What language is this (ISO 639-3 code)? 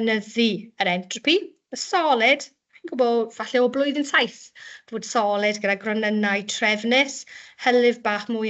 cym